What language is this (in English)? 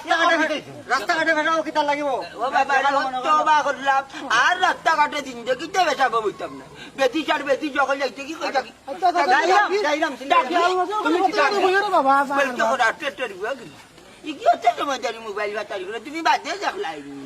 Sylheti